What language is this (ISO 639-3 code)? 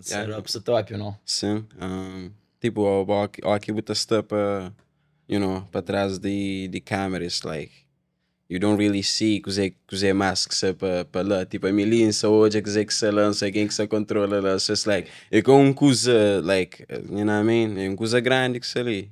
kea